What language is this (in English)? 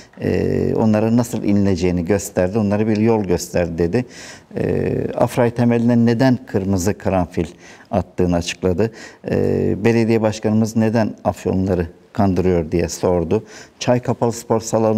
Turkish